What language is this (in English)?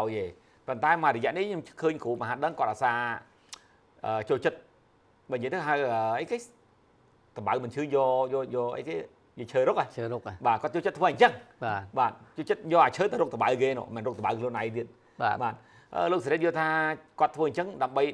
Khmer